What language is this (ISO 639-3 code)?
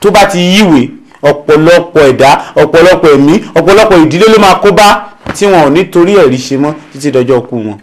yor